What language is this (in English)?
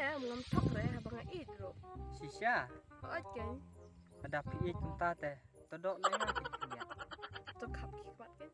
Khasi